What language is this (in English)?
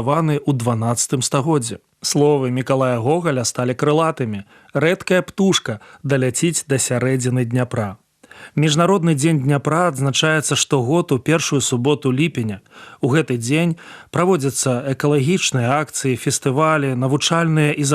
Belarusian